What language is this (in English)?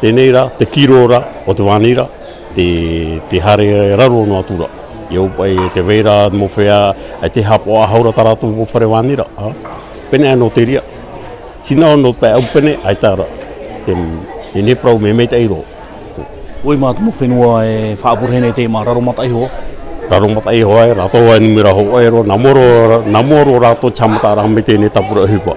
Tahitian